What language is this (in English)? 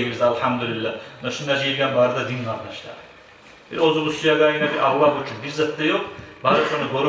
Kumyk